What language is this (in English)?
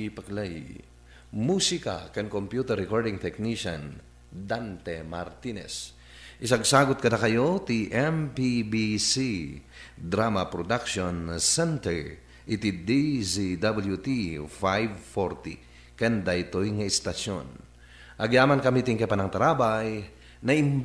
Iloko